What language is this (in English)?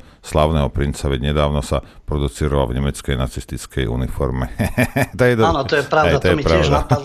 Slovak